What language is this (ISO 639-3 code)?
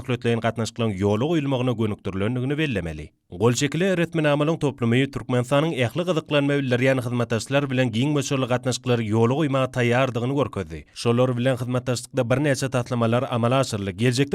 tuk